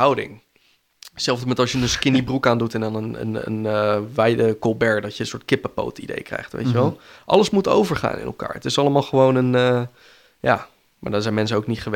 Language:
Dutch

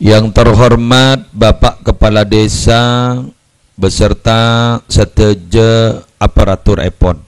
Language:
Madurese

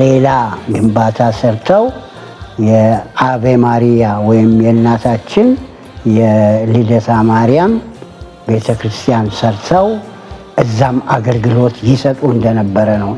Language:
Amharic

